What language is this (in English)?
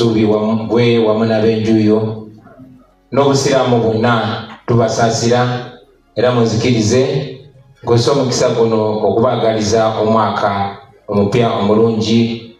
Ganda